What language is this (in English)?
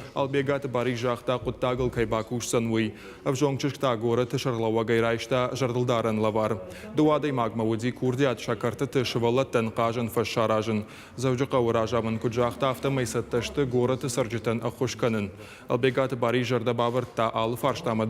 Ossetic